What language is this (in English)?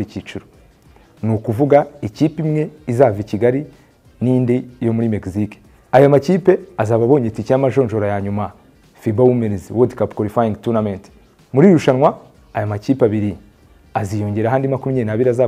Kinyarwanda